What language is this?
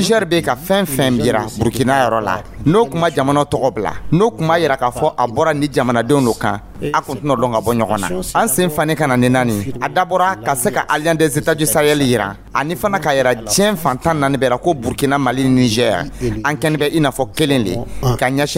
Dyula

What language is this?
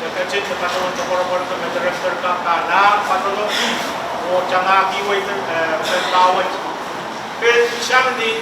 Pohnpeian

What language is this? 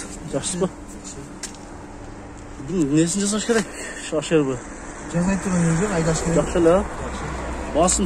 Kyrgyz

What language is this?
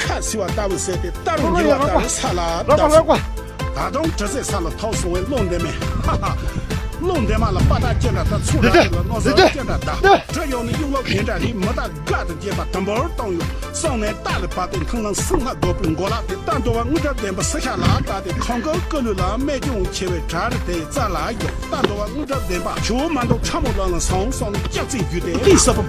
Tibetan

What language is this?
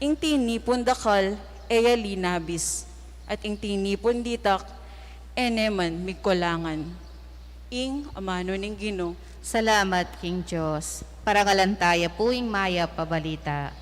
Pampanga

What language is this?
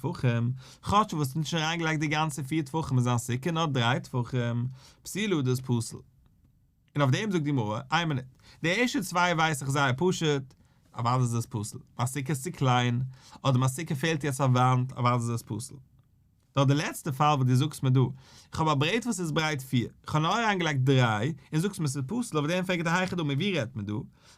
Yiddish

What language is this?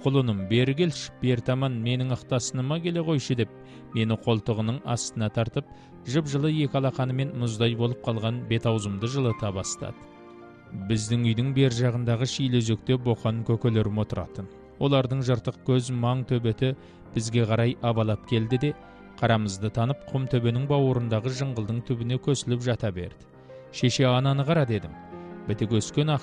Kazakh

